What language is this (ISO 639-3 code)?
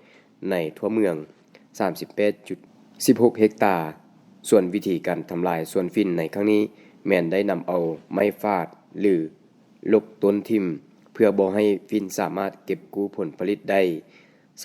lao